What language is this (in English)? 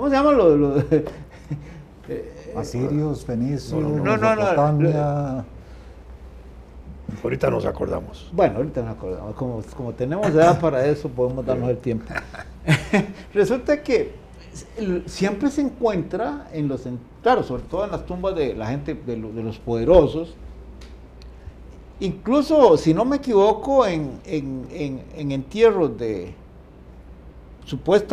Spanish